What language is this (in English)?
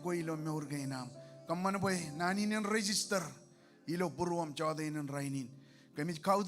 Marshallese